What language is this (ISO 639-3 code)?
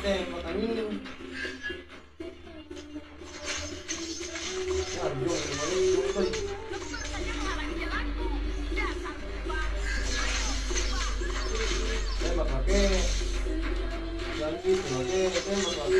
ind